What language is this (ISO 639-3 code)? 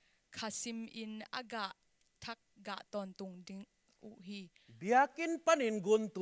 ctd